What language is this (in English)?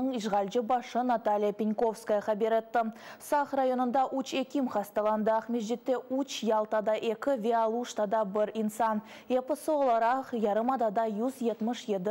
Crimean Tatar